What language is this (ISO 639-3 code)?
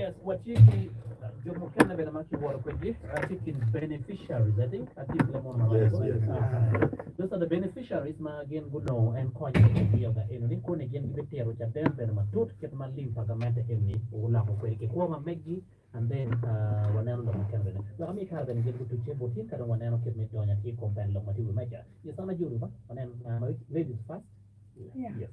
ach